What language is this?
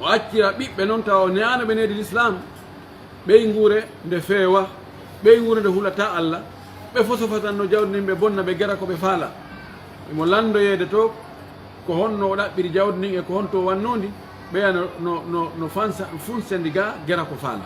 Pular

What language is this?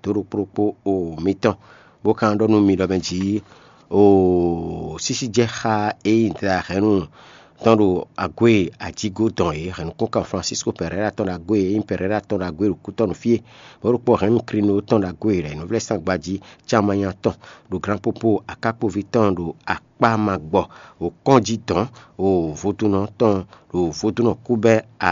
Fon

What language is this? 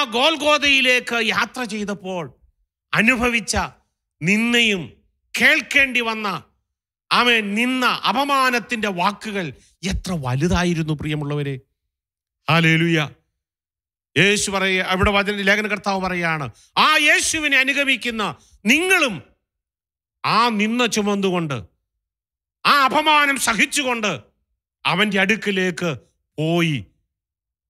Malayalam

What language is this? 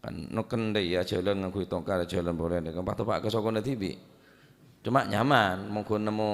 Madurese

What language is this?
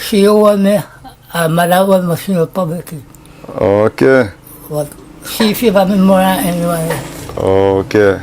Jamaican Creole English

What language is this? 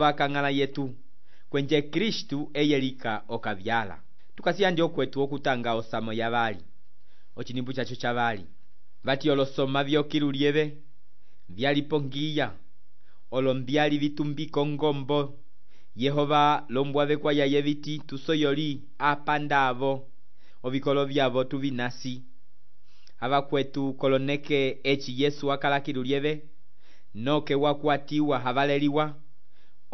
Umbundu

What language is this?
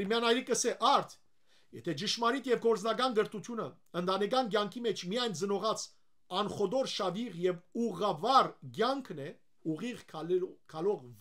Western Armenian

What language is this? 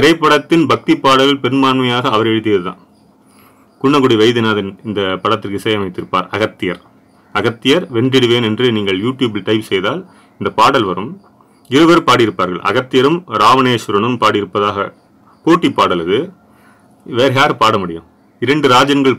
Tamil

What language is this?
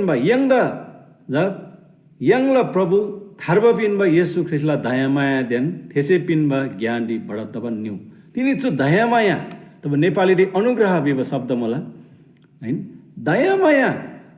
Eastern Tamang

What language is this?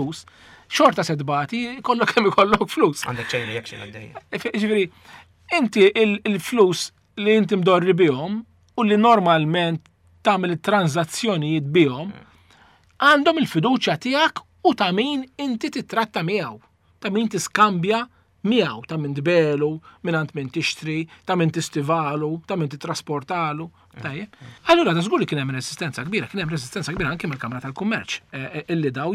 Maltese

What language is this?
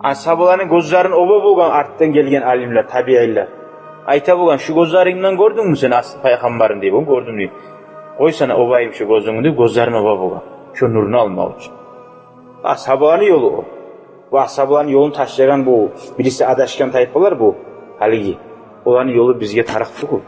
Kumyk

